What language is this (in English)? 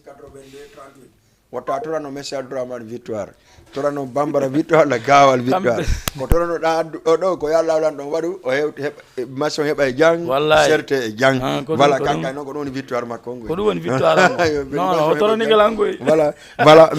Fula